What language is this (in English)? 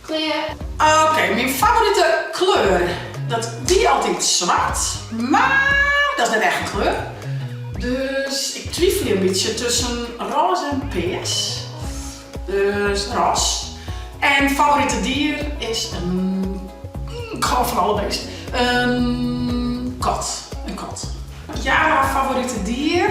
Western Frisian